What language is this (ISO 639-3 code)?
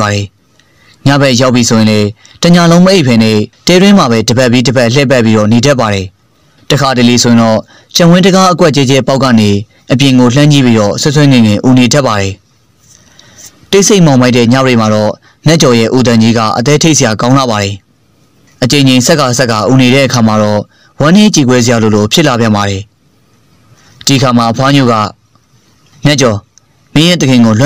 mya